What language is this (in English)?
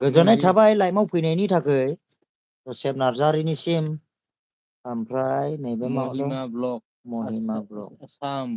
Bodo